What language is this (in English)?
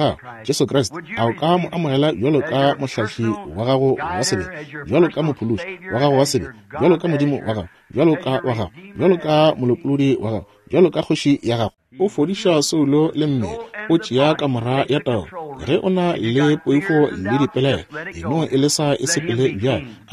Northern Sotho